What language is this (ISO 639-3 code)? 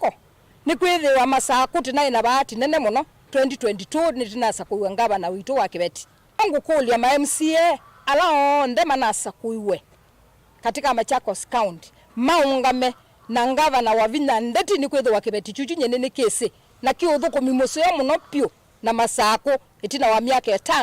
kam